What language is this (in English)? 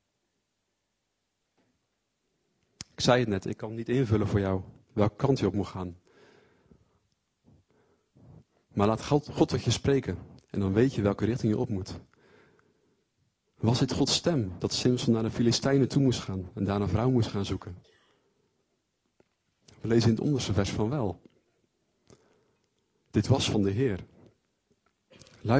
Dutch